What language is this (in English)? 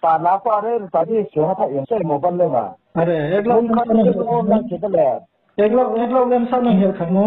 Riang (India)